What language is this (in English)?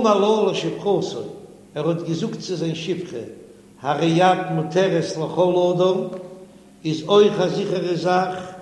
Yiddish